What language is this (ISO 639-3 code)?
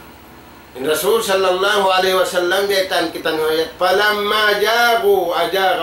tsg